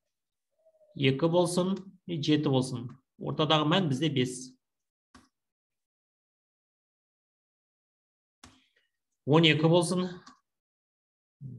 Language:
Kazakh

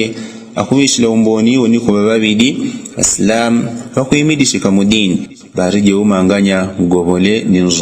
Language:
Yao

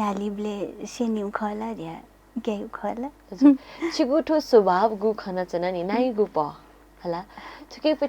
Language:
Newari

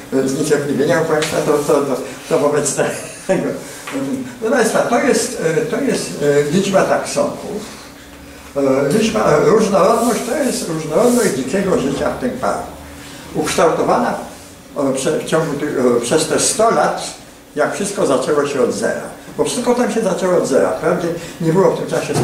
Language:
Polish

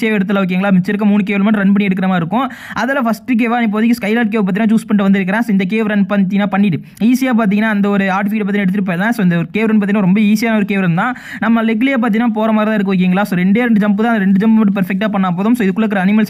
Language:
Tamil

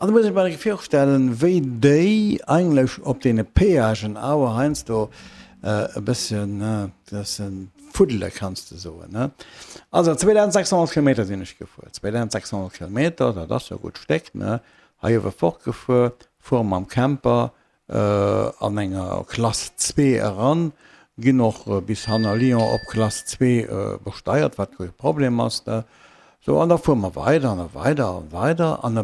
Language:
Luxembourgish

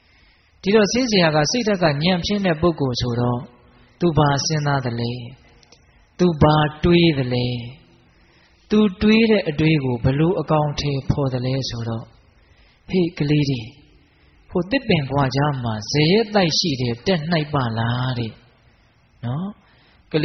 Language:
Burmese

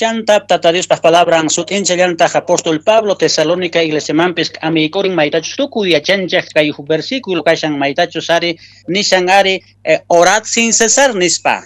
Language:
Quechua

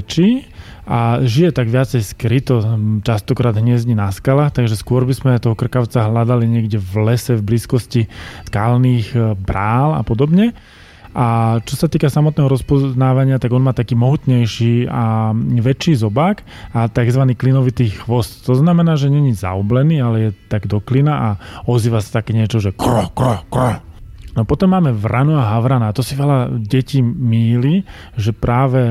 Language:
Slovak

